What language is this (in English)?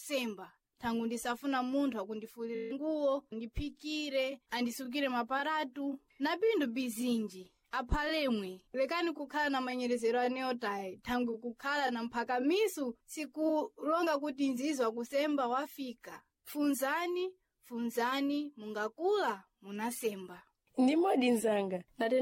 Sena